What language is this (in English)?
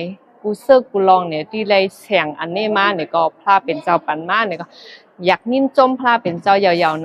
Shan